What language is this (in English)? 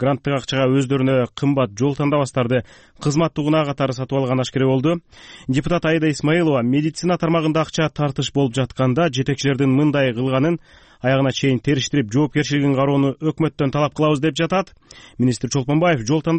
Kyrgyz